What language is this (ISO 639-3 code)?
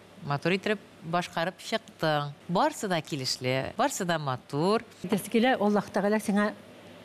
tat